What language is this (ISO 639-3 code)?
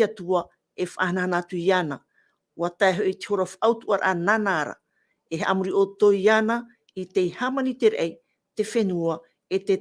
tah